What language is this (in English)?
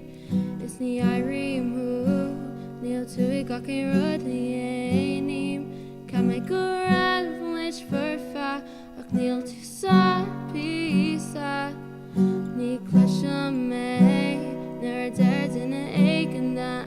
Irish